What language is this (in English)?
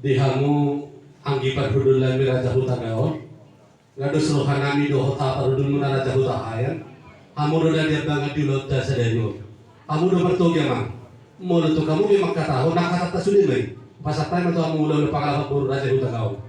Batak Toba